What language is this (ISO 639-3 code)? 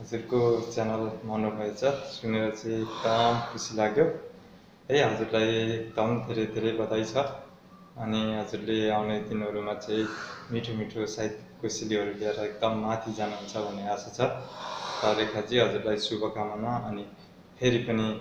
nep